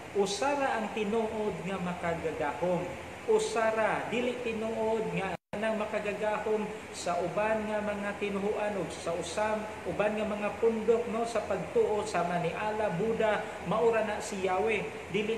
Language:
Cebuano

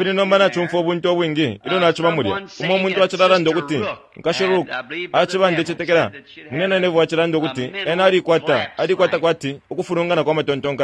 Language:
Bemba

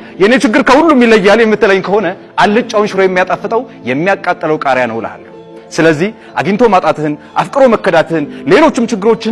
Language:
Amharic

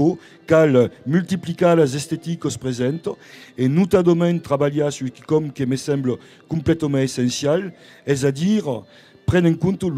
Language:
Occitan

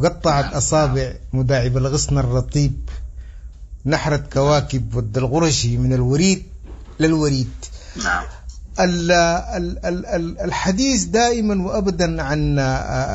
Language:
Sudanese Arabic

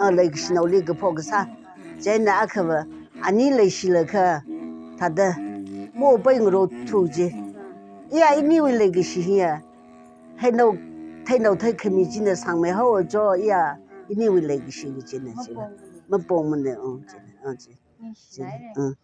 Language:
Tangkhul Naga (India)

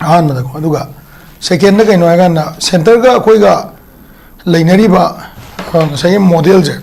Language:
Manipuri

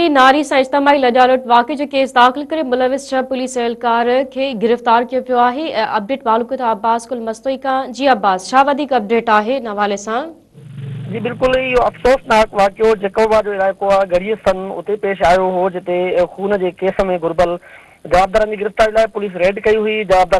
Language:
Sindhi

